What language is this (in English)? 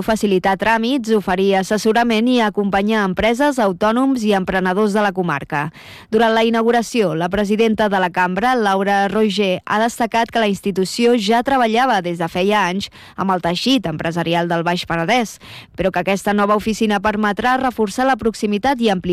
Catalan